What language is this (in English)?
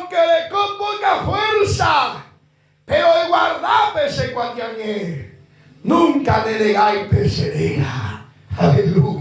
Guarani